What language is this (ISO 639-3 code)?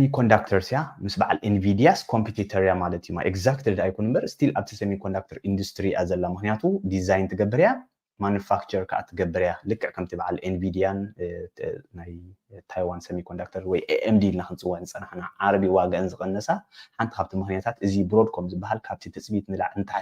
tir